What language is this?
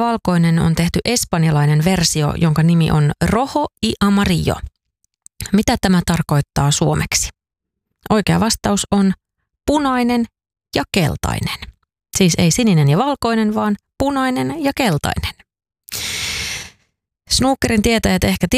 Finnish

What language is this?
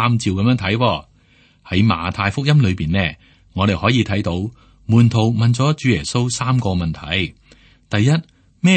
Cantonese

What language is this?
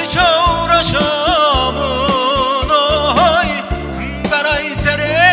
Zaza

